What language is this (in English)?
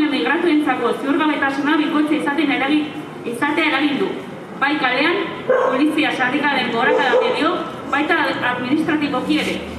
Basque